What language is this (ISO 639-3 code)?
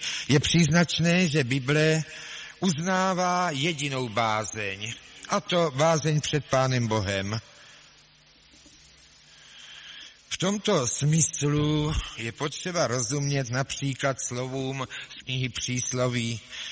ces